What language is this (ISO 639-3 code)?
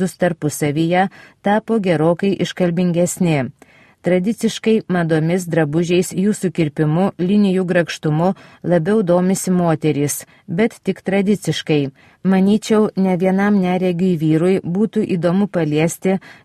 lit